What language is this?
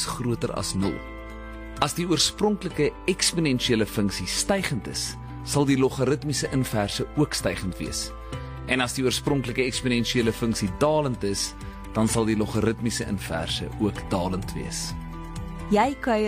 Afrikaans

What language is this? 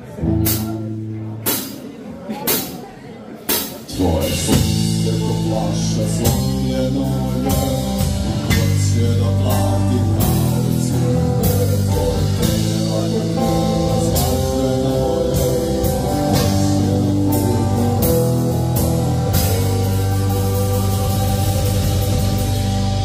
Serbian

